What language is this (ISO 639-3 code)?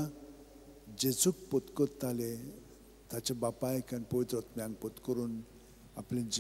kok